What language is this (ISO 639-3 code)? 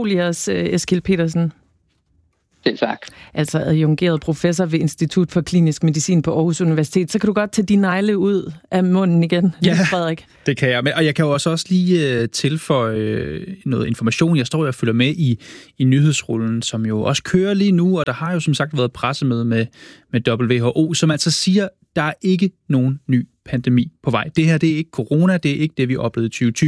dan